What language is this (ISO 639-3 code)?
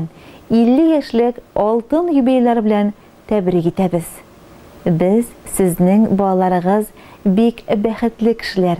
tat